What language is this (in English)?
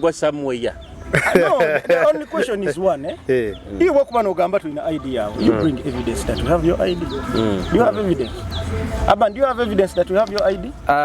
Nyoro